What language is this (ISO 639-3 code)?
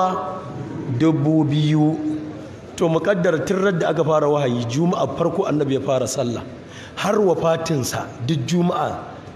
hau